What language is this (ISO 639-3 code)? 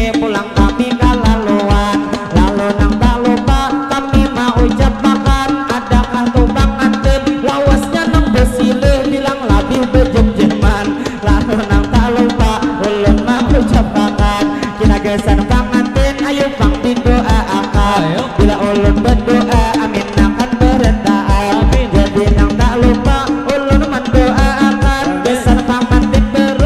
bjn